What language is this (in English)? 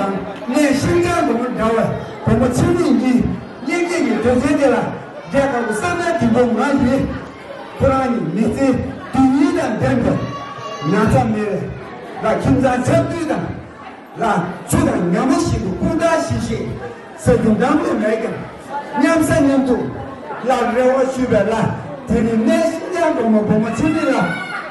Tibetan